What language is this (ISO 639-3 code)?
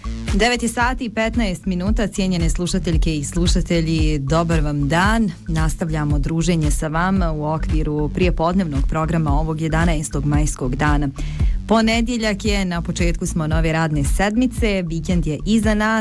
bos